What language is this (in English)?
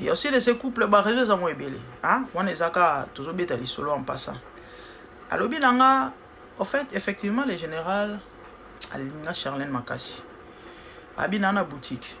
Lingala